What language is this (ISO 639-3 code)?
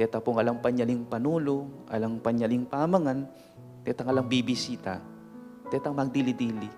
pam